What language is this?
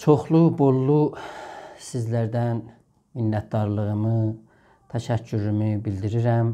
South Azerbaijani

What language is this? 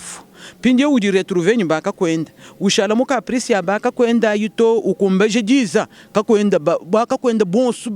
Luba-Lulua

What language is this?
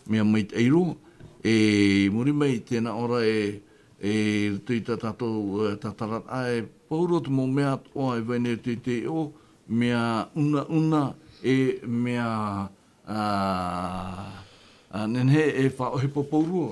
Tahitian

